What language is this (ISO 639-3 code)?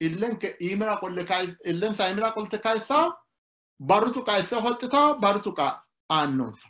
sid